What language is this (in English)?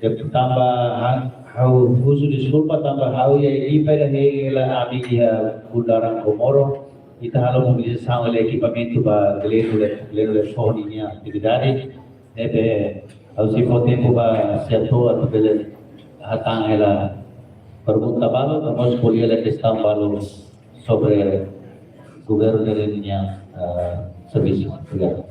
Tetum